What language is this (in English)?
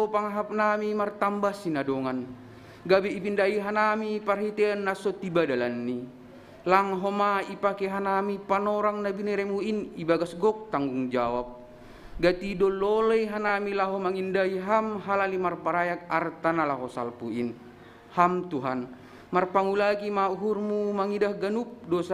Batak Simalungun